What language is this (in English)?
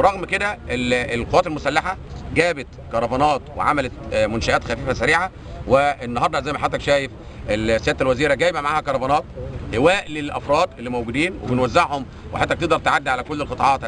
Egyptian Arabic